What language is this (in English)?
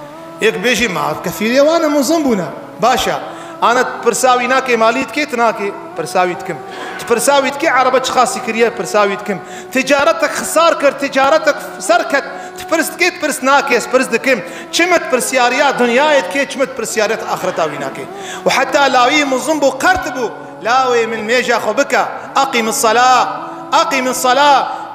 Kurdish